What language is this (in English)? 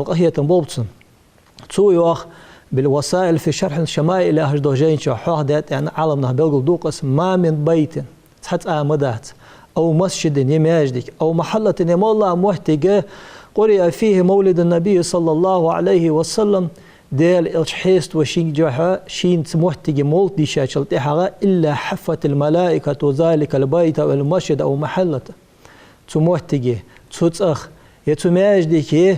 Ingush